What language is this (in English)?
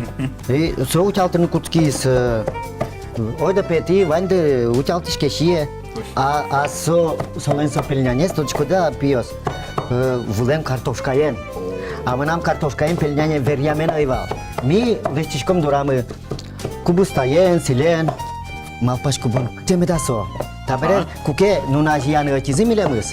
Udmurt